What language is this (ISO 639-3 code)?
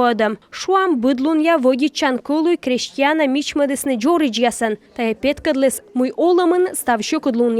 kom